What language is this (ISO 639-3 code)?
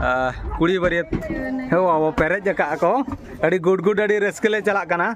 sat